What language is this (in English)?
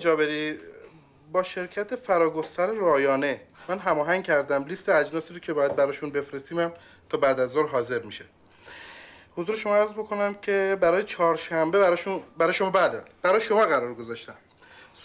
Persian